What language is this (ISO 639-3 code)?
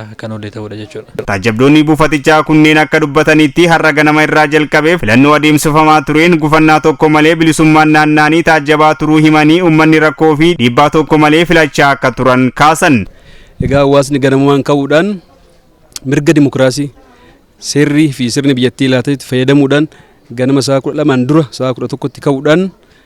orm